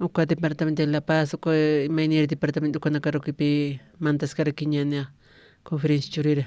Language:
Aymara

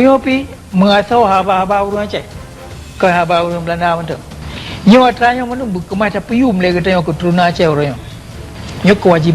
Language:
Achinese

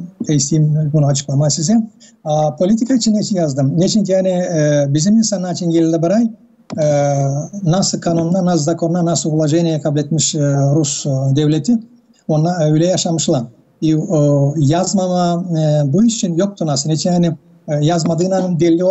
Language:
Gagauz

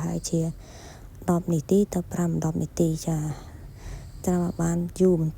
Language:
Khmer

